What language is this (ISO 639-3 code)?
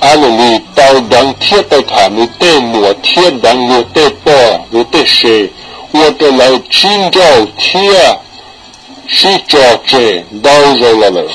hmn